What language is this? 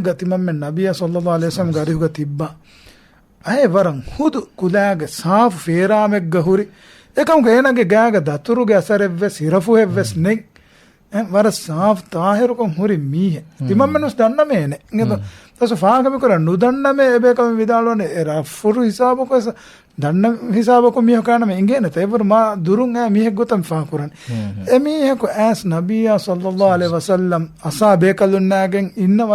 Divehi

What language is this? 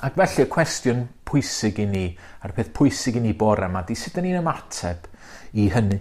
Welsh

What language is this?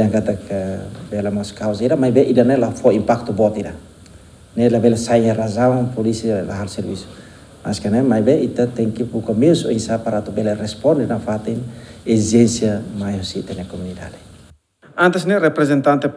Tetum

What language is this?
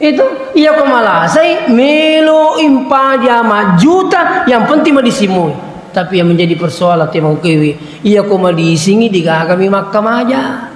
Buginese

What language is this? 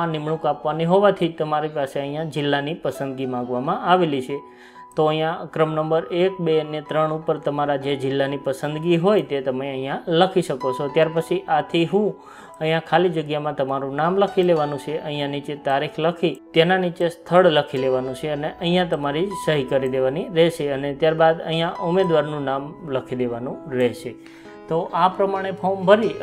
Gujarati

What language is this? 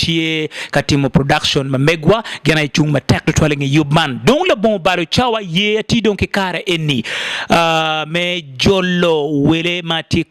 Acoli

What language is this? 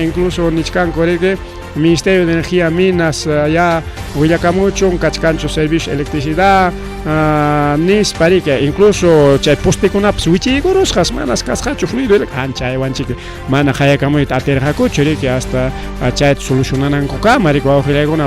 Ayacucho Quechua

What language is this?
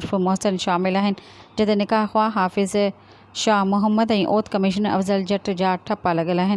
Sindhi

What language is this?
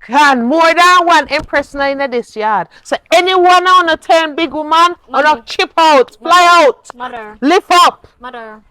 Jamaican Creole English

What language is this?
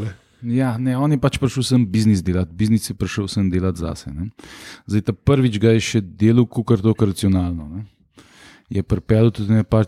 Slovenian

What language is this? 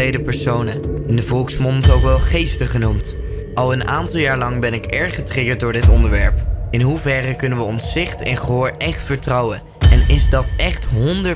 Dutch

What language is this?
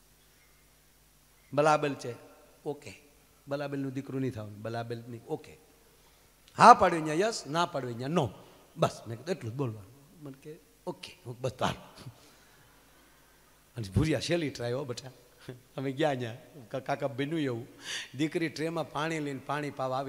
Gujarati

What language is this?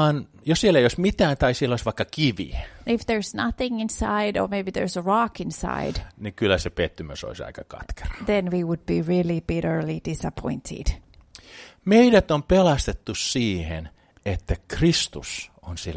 Finnish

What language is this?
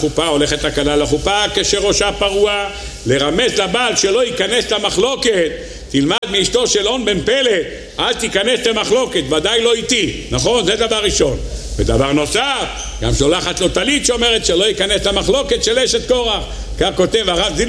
Hebrew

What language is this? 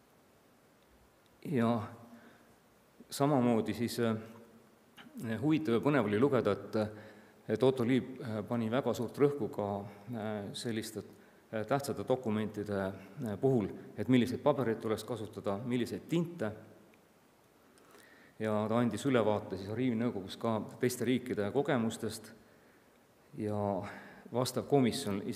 Estonian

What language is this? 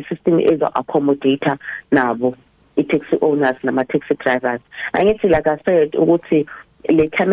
South Ndebele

